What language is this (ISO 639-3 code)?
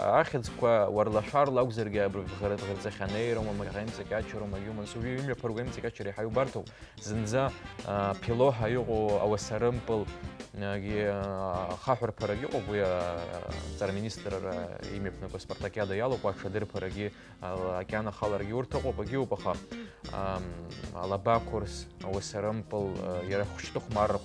abk